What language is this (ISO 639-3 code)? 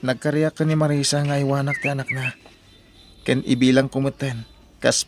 ilo